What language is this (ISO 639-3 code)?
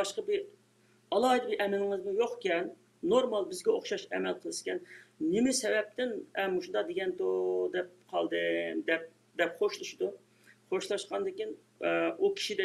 uig